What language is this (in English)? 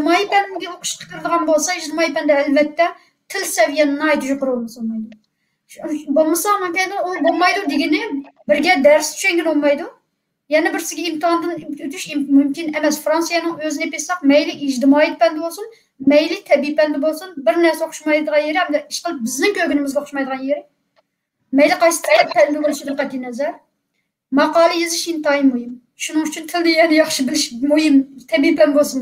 Uyghur